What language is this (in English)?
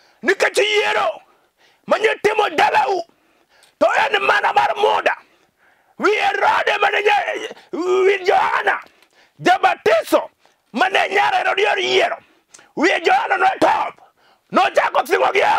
Luo (Kenya and Tanzania)